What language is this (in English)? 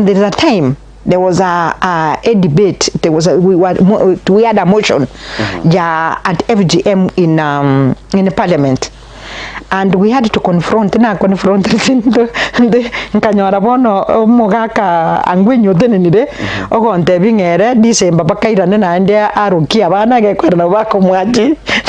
Gusii